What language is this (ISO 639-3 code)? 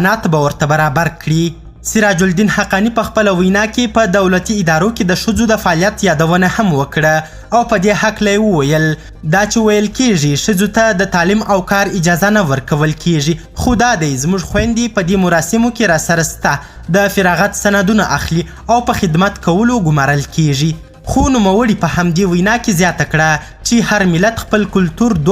pus